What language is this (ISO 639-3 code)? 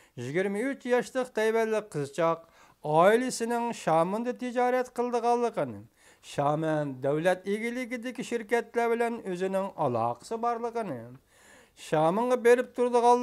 uig